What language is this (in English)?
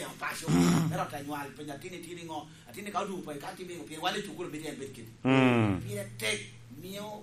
Lango (Uganda)